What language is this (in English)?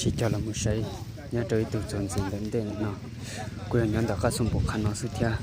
Hmong